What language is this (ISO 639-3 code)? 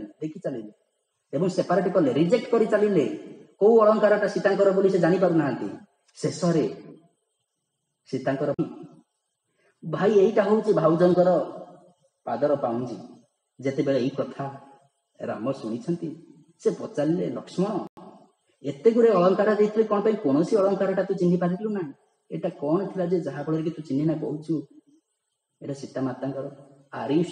ori